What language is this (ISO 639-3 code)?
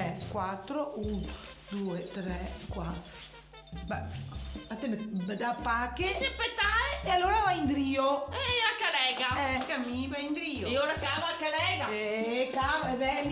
vec